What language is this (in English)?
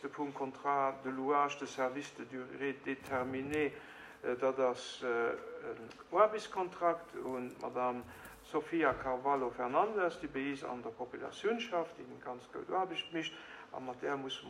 Luxembourgish